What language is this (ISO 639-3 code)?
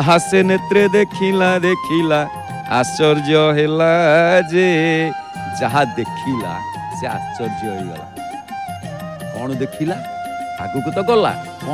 ori